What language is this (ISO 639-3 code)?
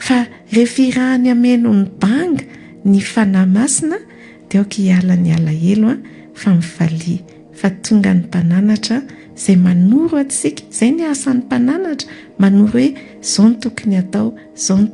mlg